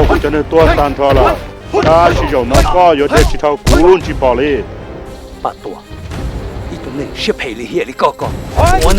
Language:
Hmong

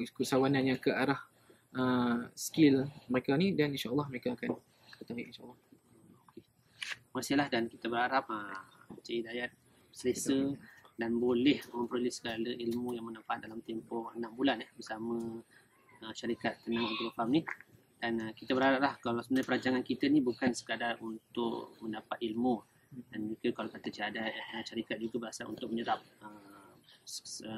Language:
Malay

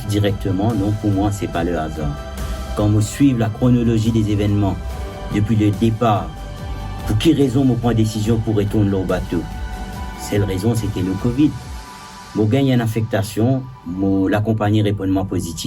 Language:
Morisyen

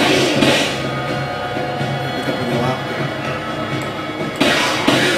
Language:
Indonesian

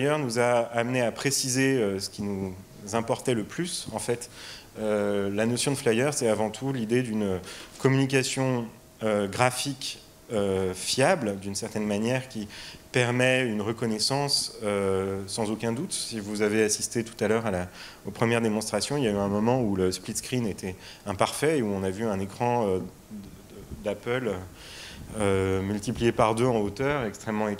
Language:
French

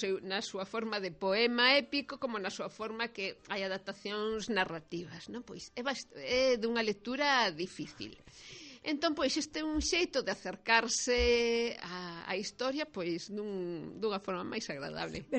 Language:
Galician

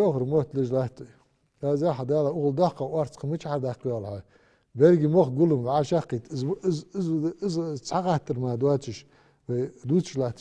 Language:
Ingush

